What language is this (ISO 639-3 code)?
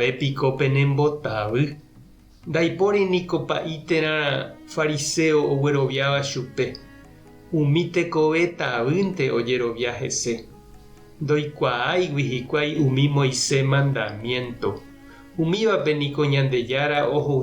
grn